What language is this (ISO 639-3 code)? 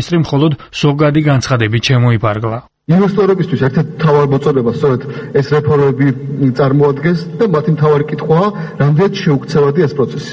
kat